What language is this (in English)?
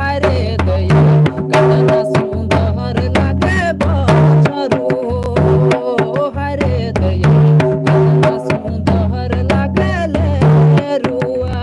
Sadri